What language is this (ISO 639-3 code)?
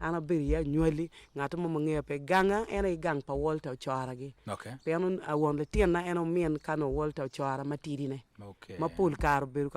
ach